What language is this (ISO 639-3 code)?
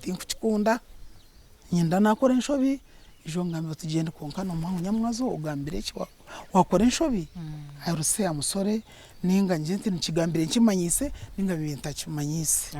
nyn